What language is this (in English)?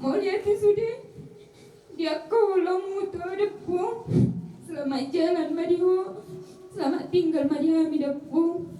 Batak Toba